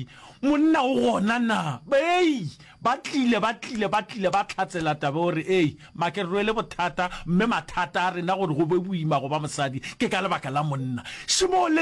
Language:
Northern Sotho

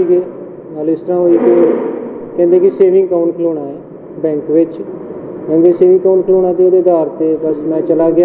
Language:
Punjabi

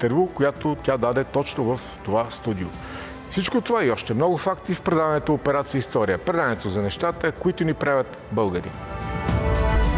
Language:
Bulgarian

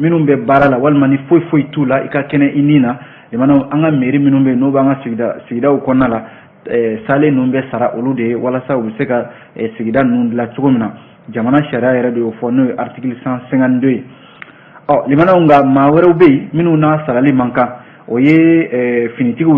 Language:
Bambara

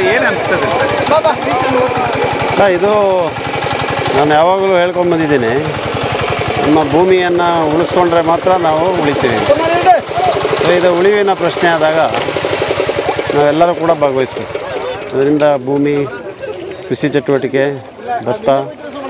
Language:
Kannada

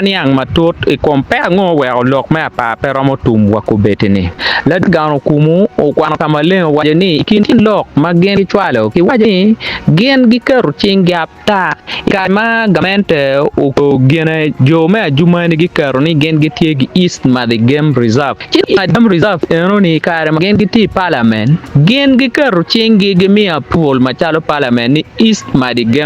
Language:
Acoli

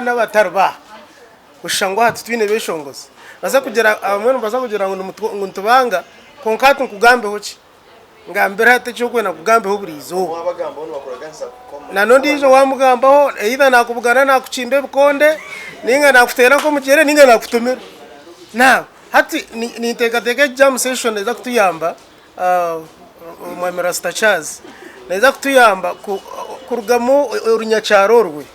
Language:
Nyankole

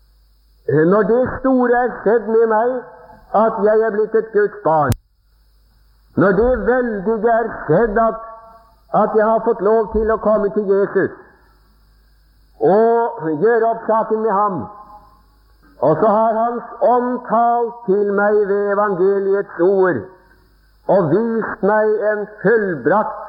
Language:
Norwegian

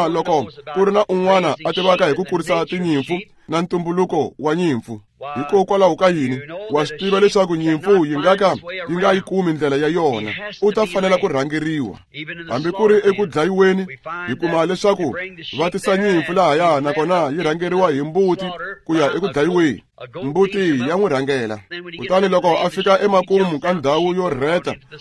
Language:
Tsonga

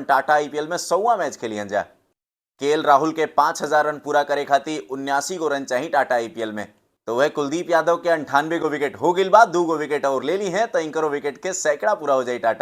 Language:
Bhojpuri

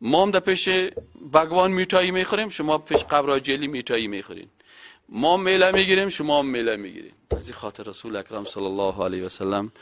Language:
Persian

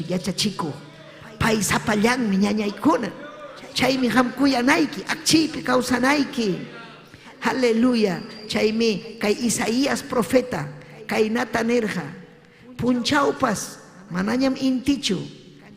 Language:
Ayacucho Quechua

